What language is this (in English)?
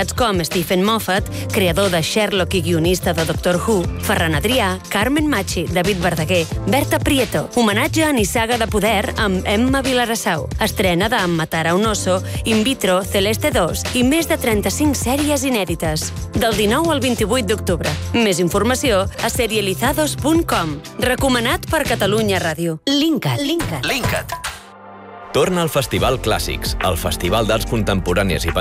Catalan